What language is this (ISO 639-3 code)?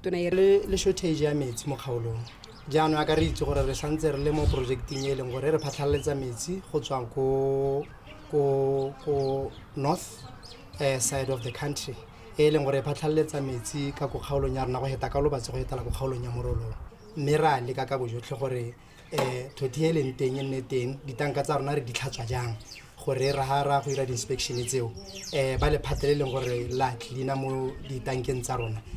tsn